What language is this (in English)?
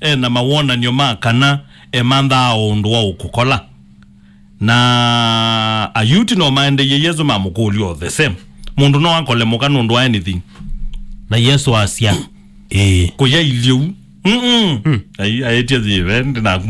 Kamba